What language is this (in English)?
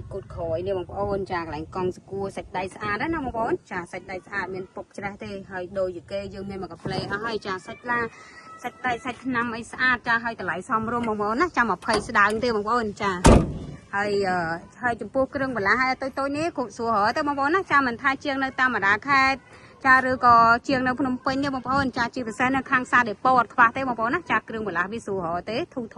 Khmer